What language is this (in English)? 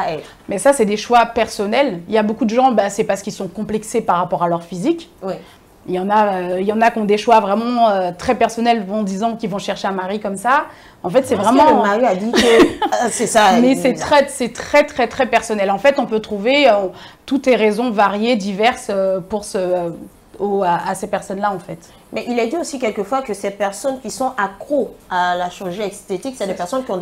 French